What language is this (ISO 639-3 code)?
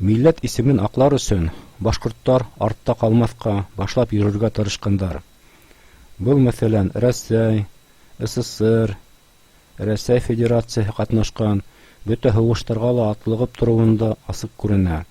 bak